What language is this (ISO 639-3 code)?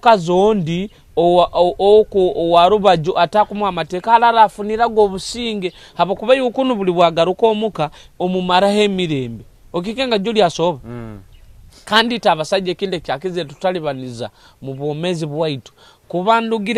nyo